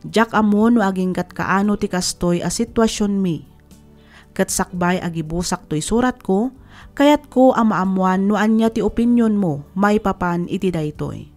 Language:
Iloko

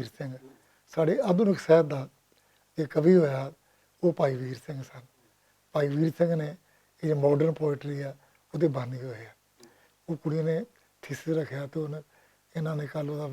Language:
Western Panjabi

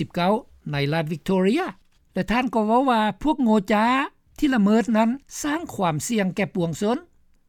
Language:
Lao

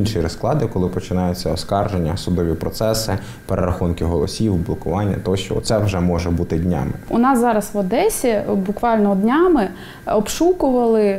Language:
Ukrainian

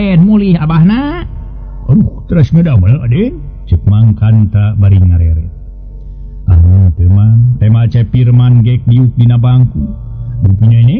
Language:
Sundanese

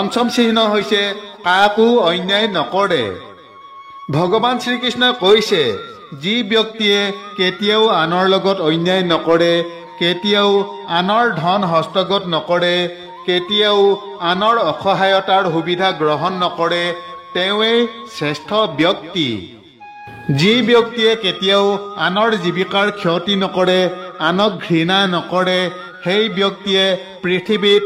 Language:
Assamese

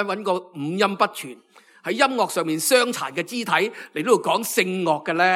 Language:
Cantonese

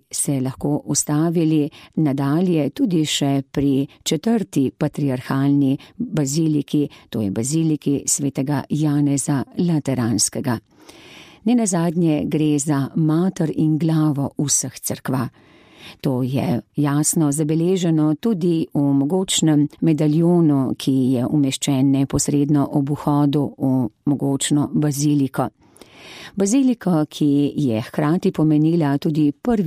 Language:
Slovenian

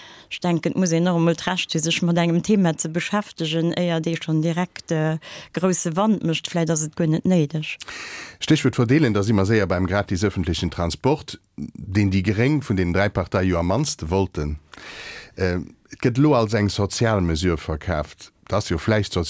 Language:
Luxembourgish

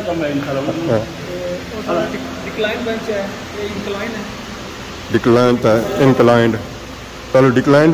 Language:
Pahari-Potwari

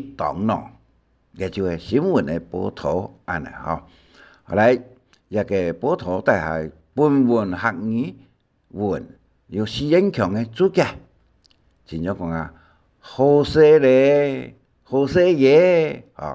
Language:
Hakka Chinese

